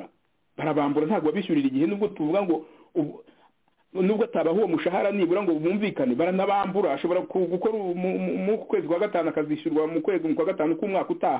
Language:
Kinyarwanda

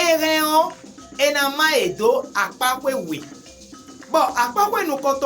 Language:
Fon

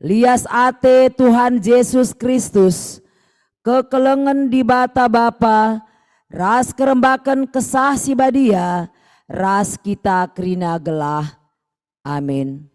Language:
Batak Karo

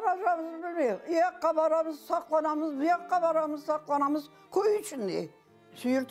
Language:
Crimean Tatar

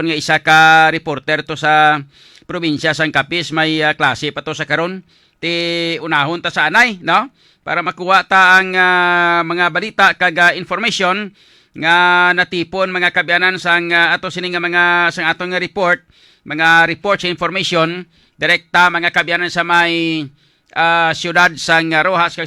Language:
Hiligaynon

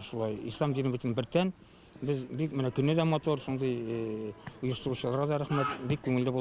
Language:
Tatar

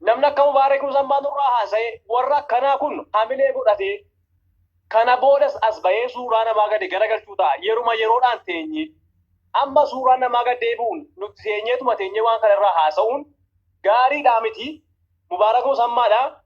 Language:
Oromo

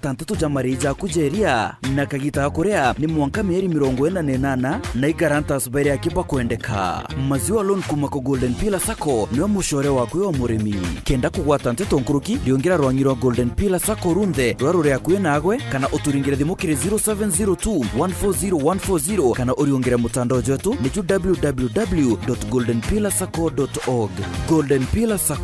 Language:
Meru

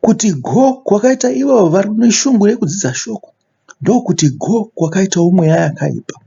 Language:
Shona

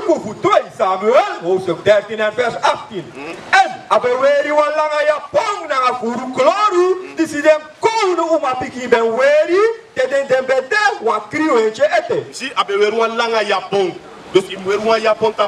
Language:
Sranan Tongo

